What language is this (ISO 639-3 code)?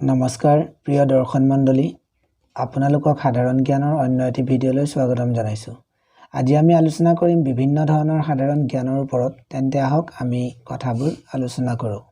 asm